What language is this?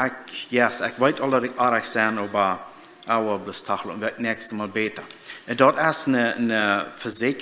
Plautdietsch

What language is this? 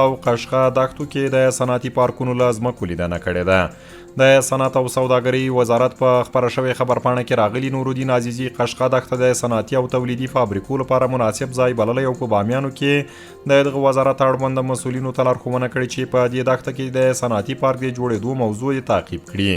Pashto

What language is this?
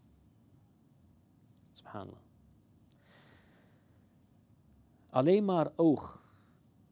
Dutch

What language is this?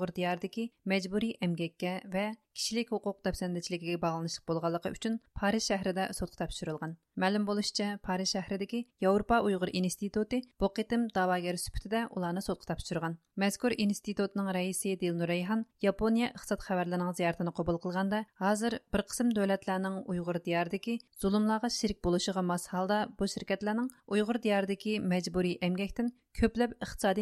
Uyghur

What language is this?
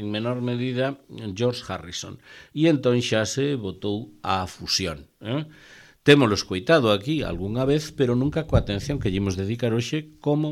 Galician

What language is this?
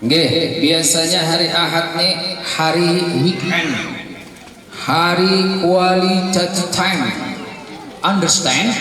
Banjar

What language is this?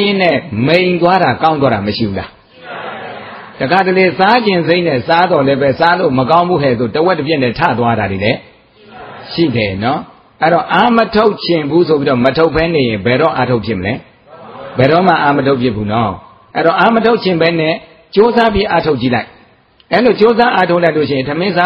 Burmese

